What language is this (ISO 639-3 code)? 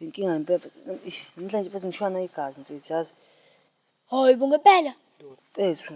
zul